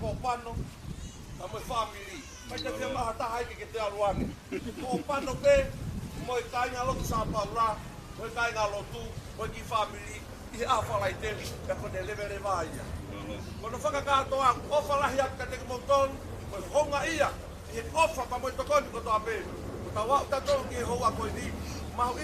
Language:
Tongan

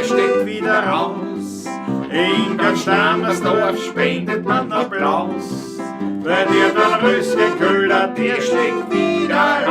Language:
Bavarian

